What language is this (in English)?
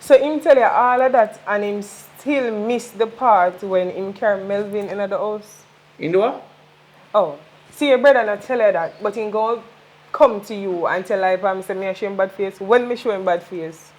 Jamaican Creole English